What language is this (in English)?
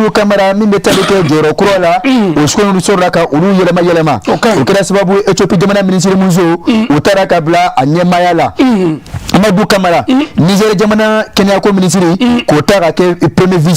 Bambara